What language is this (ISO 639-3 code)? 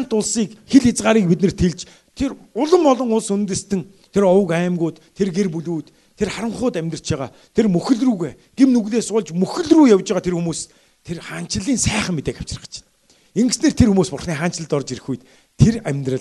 mon